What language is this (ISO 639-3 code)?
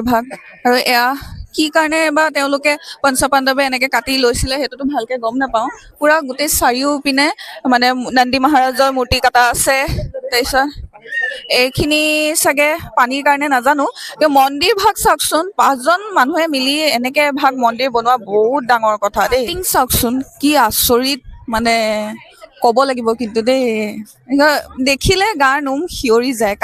asm